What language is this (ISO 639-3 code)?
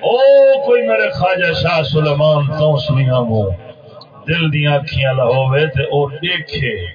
skr